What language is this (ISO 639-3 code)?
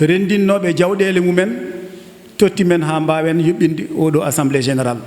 ful